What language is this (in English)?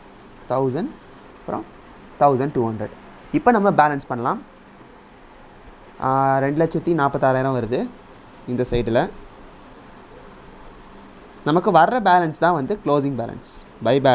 Tamil